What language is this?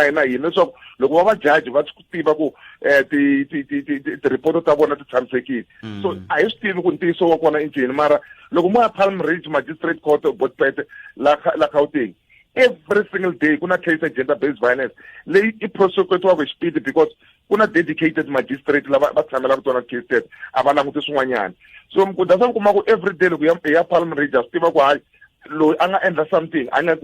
Tsonga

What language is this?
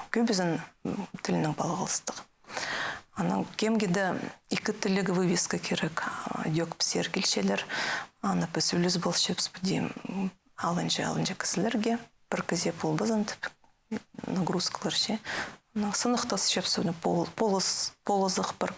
Khakas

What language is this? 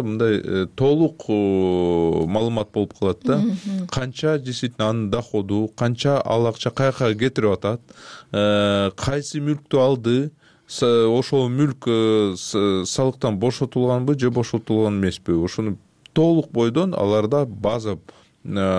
Kyrgyz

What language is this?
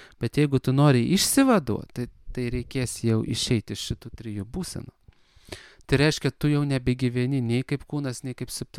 Lithuanian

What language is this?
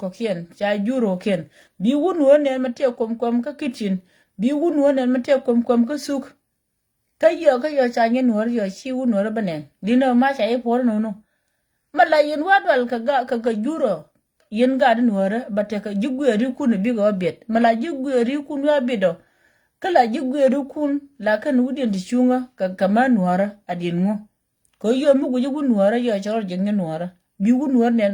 Nuer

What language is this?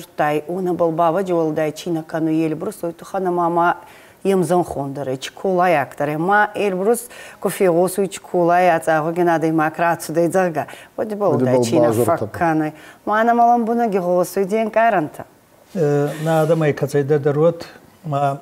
Ossetic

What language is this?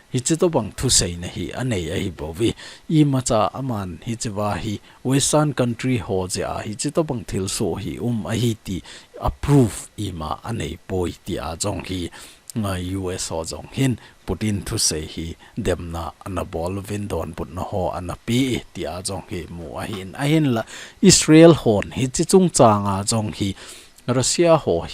Thado Chin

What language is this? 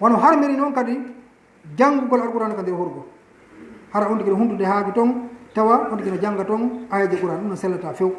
Fula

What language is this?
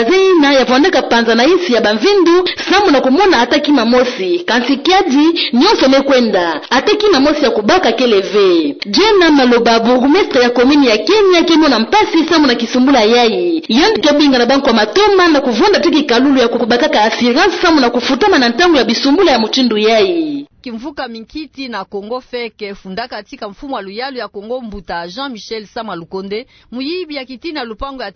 Kituba (Democratic Republic of Congo)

